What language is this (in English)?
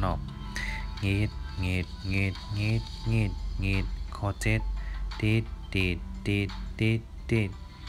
Shan